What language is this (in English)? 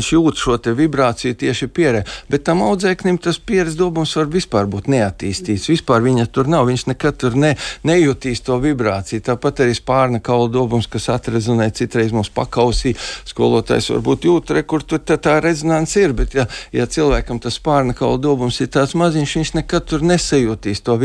Latvian